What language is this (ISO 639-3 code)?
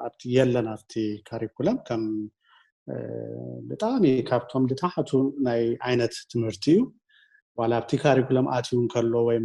tir